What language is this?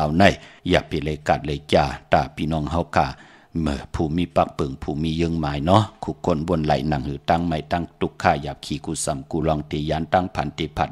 Shan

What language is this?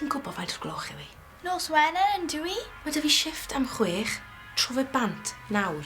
Welsh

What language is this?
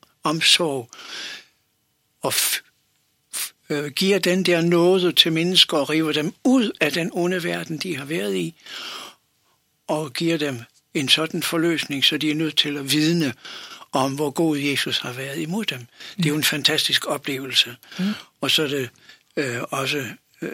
Danish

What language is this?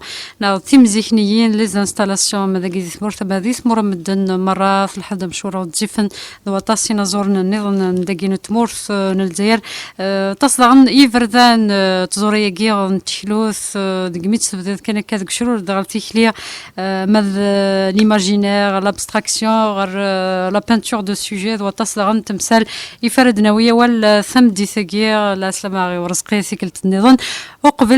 Kabyle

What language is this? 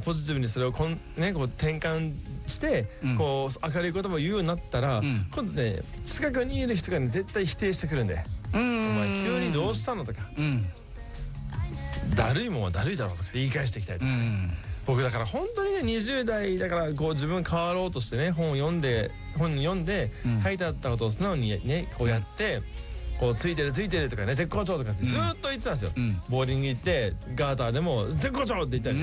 Japanese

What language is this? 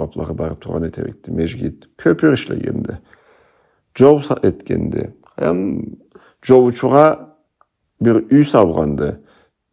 Karachay-Balkar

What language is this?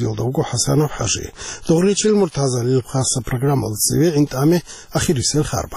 Avaric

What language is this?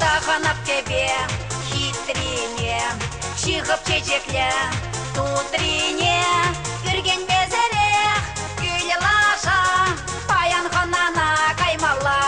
Chuvash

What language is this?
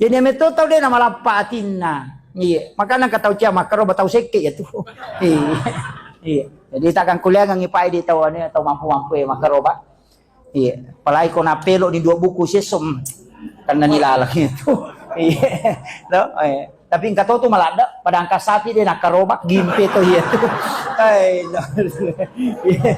Buginese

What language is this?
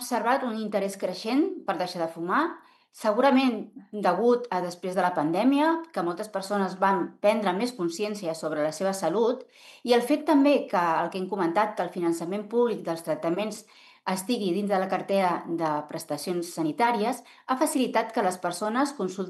Catalan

